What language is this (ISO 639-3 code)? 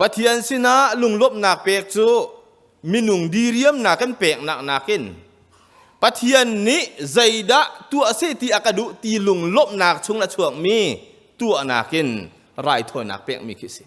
cnh